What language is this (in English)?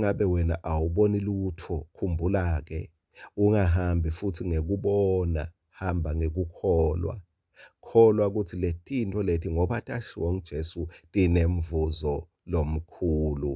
Swati